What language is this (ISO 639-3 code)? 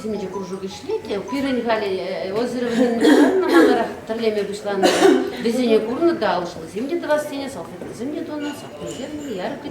chv